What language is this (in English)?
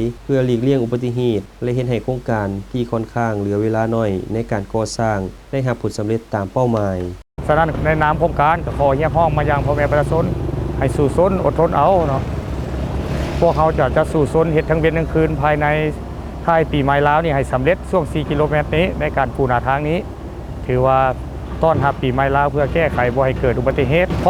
Lao